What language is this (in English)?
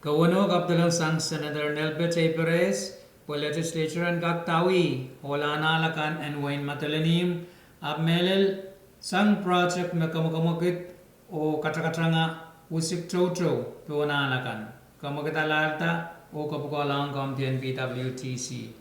Pohnpeian